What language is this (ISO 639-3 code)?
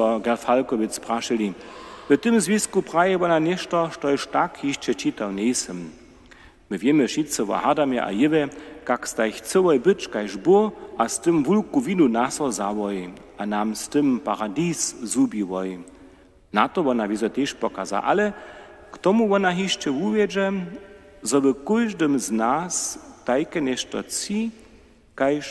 hsb